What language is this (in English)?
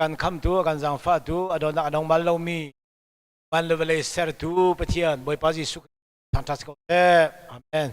Hakha Chin